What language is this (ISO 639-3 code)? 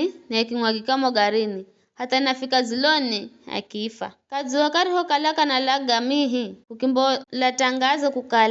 nyf